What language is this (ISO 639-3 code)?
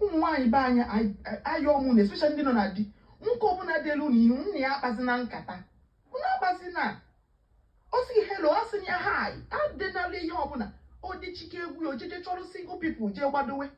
ibo